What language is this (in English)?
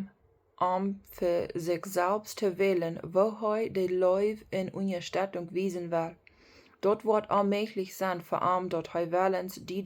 Plautdietsch